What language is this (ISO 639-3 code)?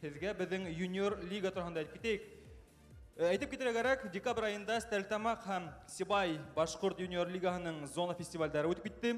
bak